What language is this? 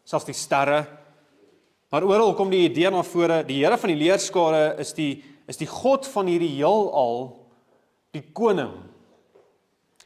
Afrikaans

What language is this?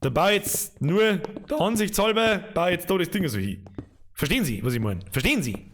Bavarian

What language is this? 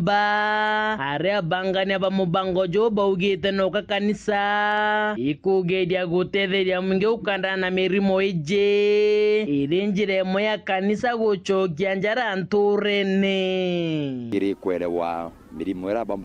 Meru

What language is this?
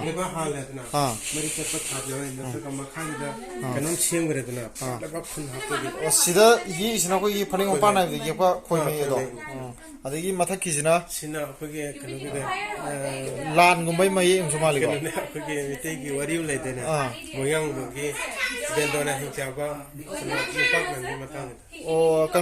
Manipuri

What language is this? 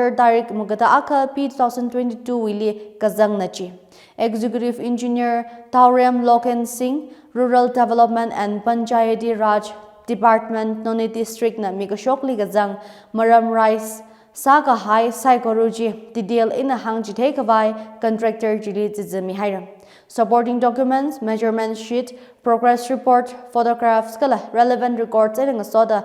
Tangkhul Naga (India)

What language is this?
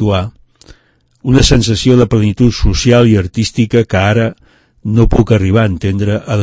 Catalan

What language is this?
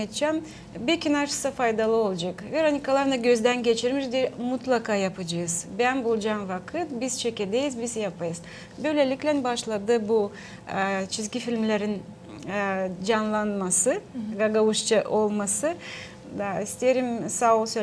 Gagauz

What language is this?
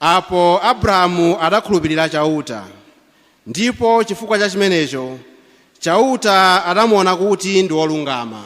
Nyanja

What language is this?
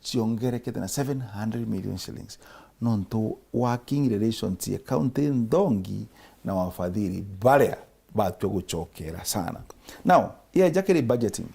Meru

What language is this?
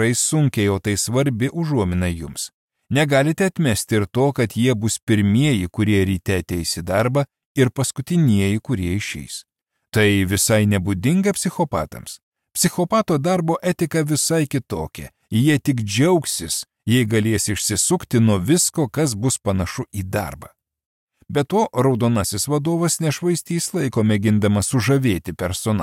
Lithuanian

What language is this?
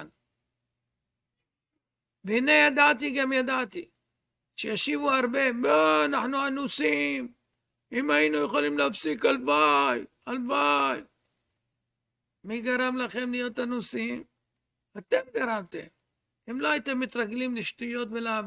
Hebrew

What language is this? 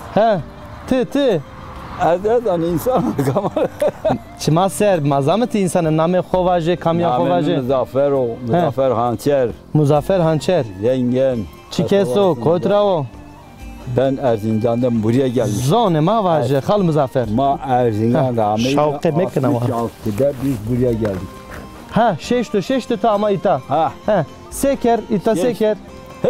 Zaza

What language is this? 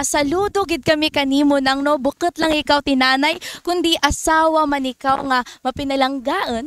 Kinaray-a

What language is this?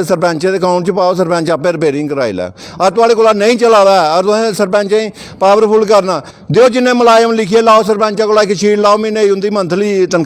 Dogri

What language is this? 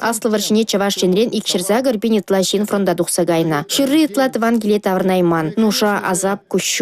Chuvash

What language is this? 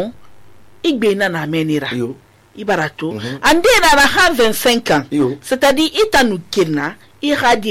Susu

